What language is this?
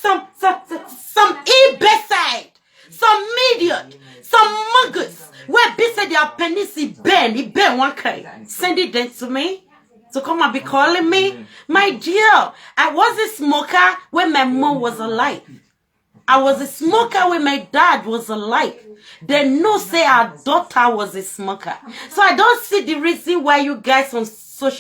Nigerian Pidgin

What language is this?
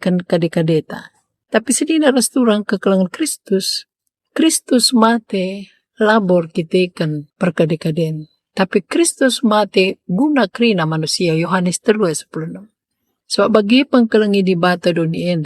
Batak Karo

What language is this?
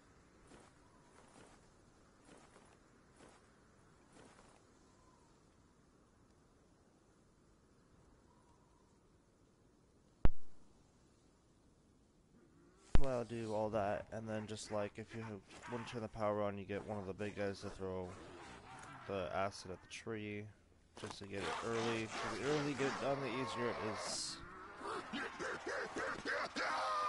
English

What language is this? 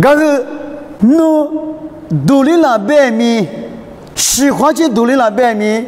Lisu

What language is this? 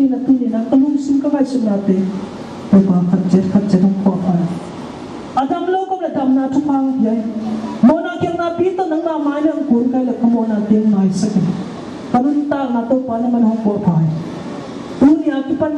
Tedim Chin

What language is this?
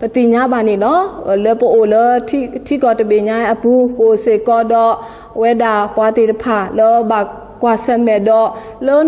S'gaw Karen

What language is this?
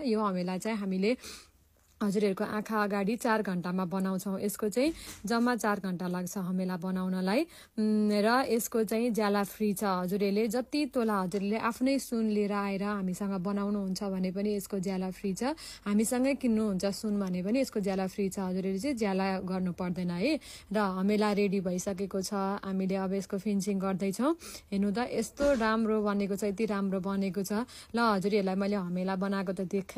Nepali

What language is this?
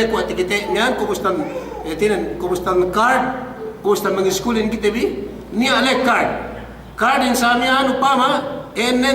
Yakan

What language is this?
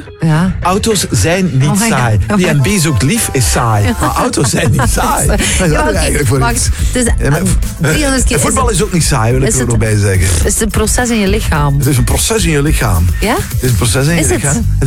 Dutch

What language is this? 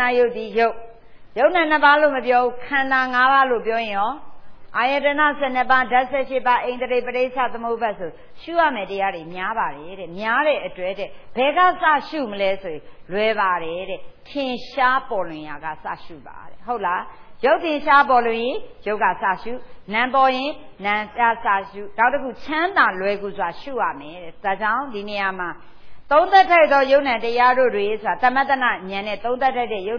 Burmese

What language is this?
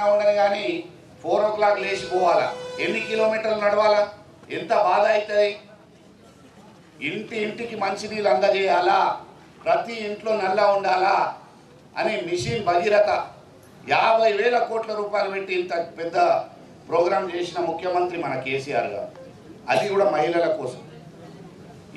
Telugu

